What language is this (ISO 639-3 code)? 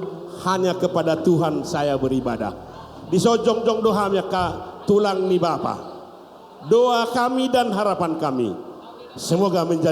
bbc